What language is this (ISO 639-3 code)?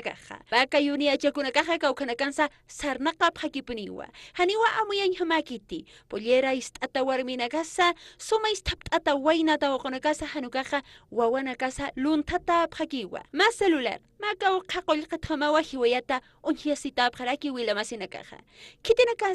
aym